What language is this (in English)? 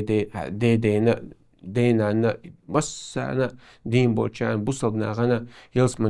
Chechen